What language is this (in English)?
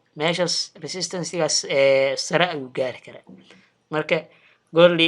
Somali